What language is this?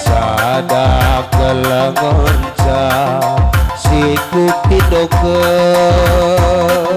Batak Karo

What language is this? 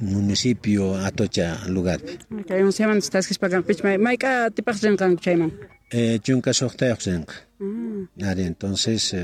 South Bolivian Quechua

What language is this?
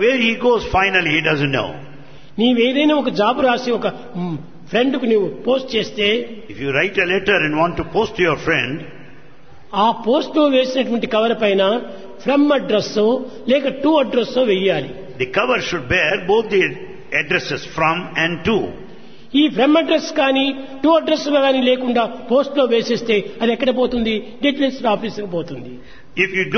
Telugu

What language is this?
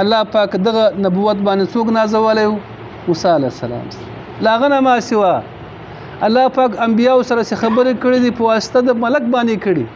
Pashto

